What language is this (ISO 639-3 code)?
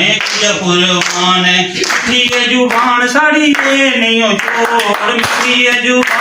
doi